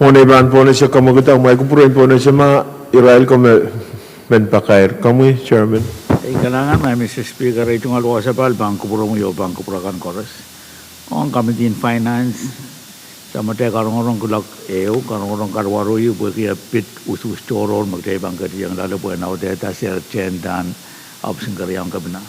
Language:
Pohnpeian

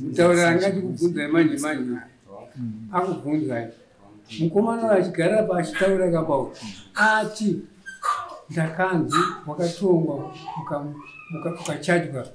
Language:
Shona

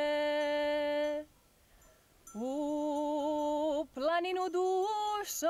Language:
Serbian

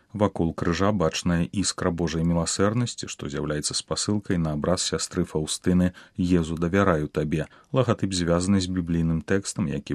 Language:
Belarusian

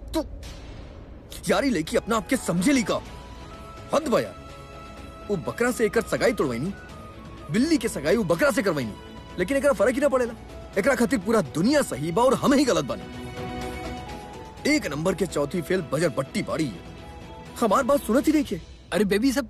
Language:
Bhojpuri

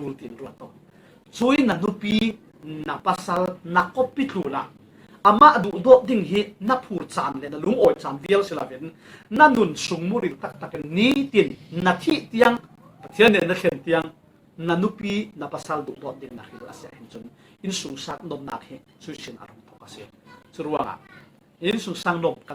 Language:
Falam Chin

